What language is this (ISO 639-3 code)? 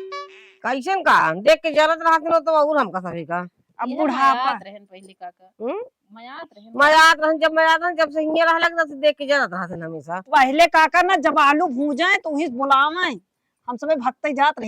awa